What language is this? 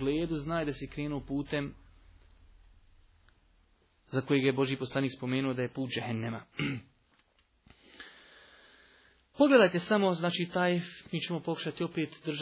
Bosnian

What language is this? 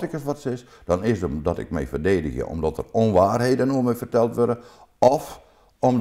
Western Frisian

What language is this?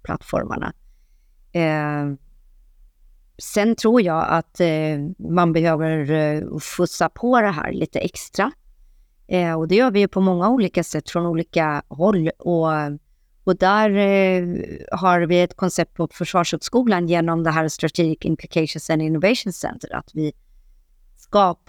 Swedish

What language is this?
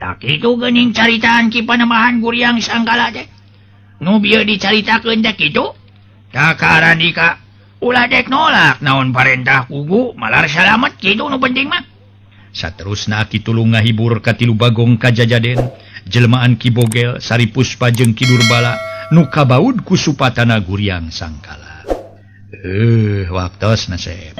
Sundanese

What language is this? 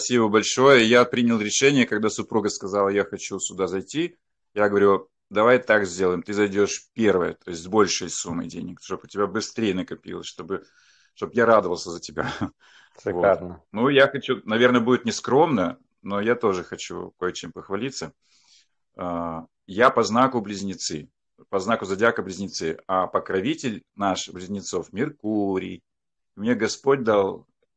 Russian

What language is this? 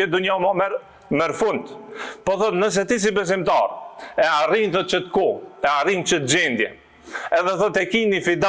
Albanian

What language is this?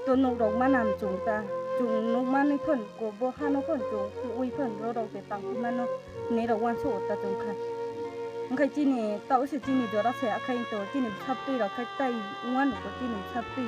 Kok Borok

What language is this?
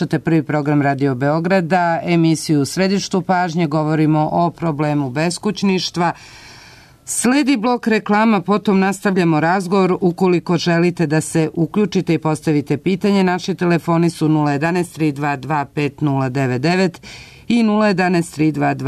Serbian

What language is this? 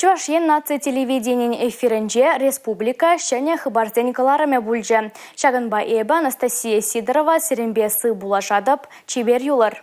Chuvash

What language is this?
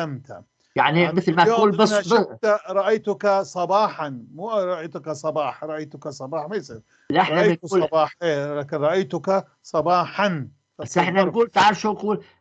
North Levantine Arabic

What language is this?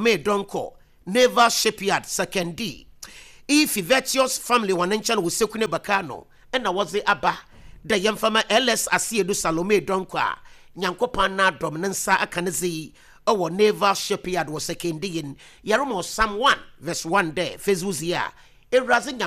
Akan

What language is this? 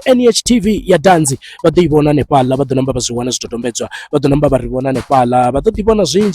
Venda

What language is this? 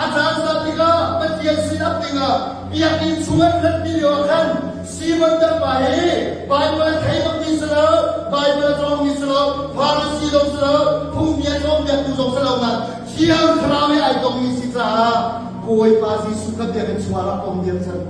Hakha Chin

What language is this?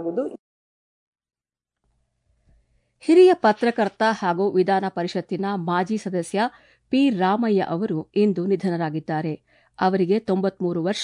Kannada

